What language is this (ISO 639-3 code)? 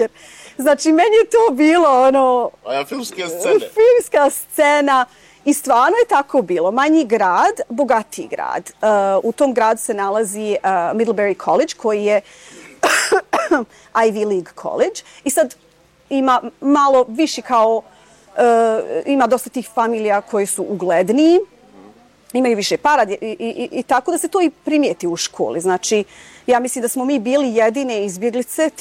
bos